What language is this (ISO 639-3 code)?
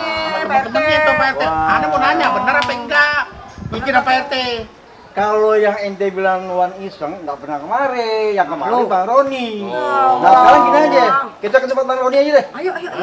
bew